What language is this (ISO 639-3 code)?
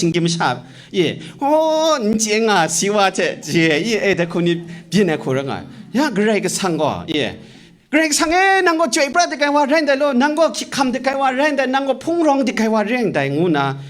kac